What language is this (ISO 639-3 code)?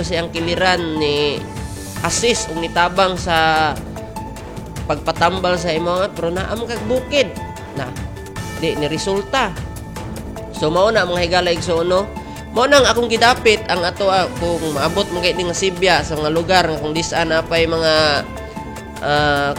ceb